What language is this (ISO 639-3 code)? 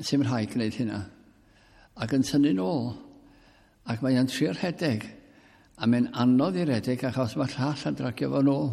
cym